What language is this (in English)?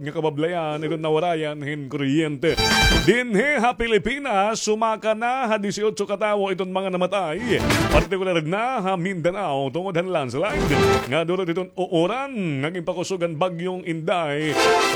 Waray